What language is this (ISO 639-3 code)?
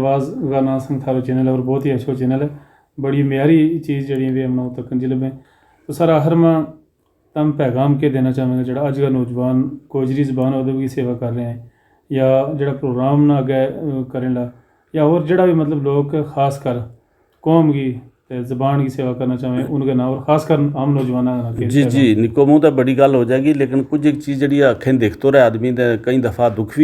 gju